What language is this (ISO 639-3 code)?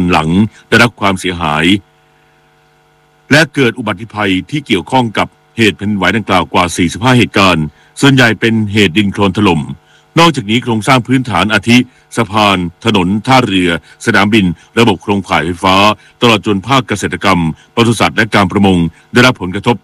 tha